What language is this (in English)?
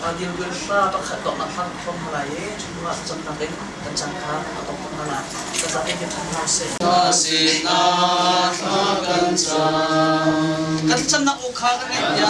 Hakha Chin